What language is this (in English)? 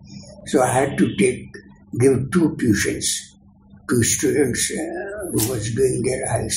English